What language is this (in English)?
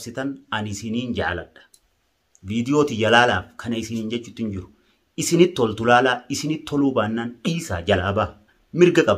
Oromo